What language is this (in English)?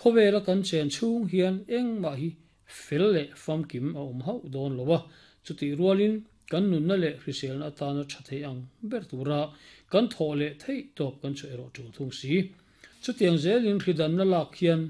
Mizo